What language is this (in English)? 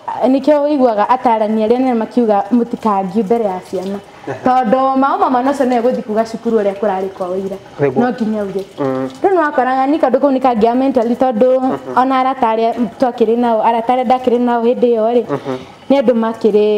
Kikuyu